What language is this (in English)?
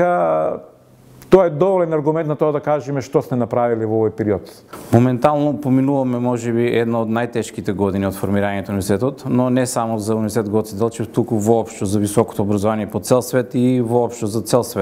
Macedonian